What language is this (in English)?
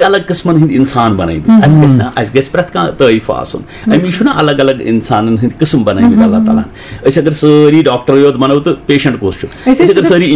Kashmiri